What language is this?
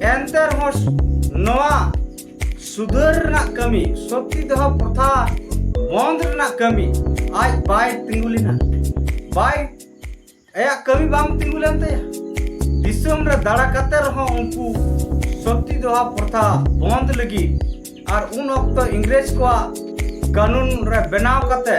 Santali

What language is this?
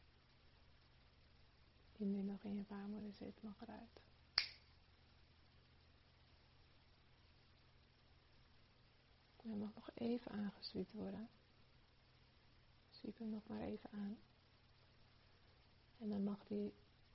Dutch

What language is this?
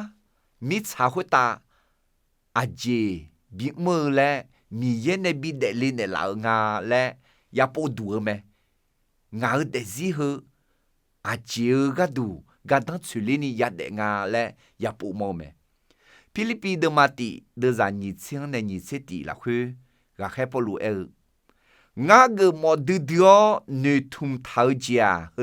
Akha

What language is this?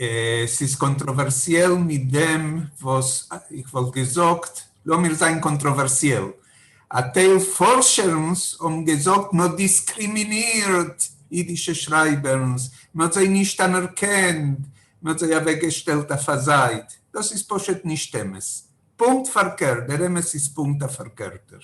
Yiddish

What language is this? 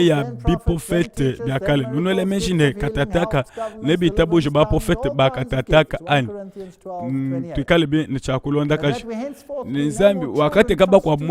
Luba-Lulua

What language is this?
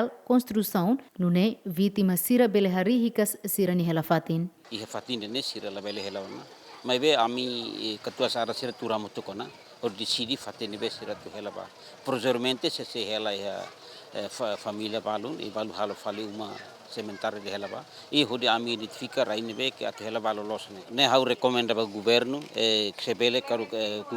Tetum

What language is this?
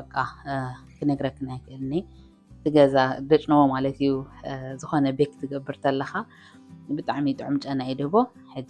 Tigrinya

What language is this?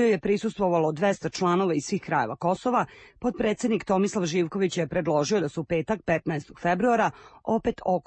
Serbian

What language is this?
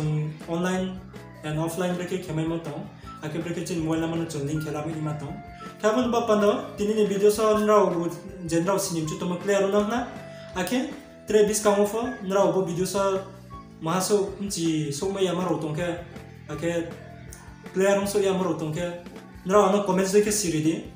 Riang (India)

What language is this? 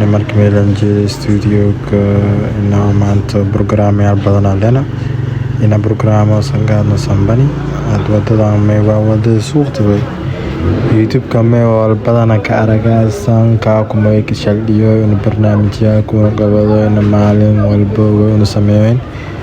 Somali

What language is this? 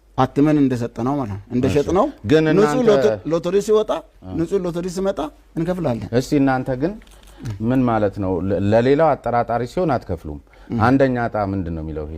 Amharic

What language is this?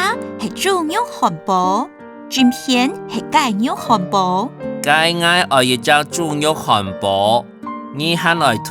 Hakka Chinese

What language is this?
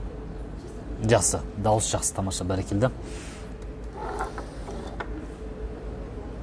Kazakh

